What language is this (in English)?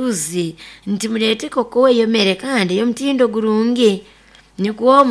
Nyoro